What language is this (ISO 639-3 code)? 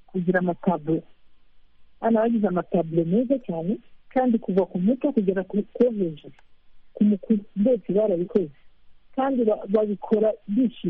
kin